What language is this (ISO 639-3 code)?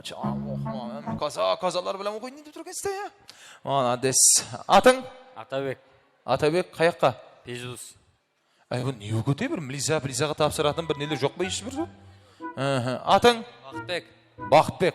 kaa